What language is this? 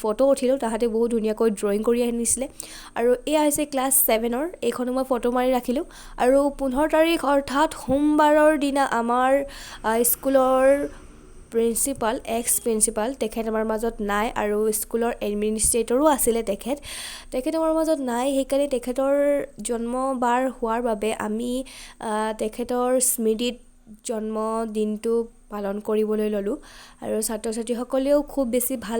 Assamese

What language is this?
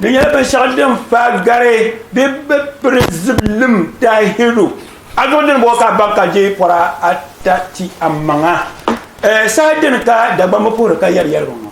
Dagbani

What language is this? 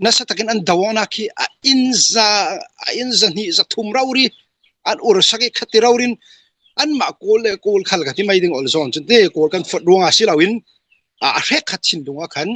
Hakha Chin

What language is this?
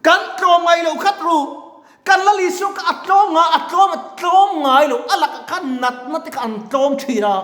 Mizo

